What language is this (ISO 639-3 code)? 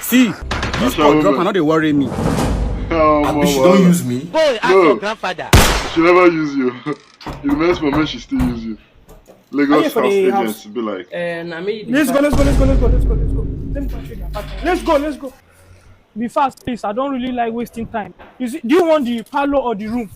pcm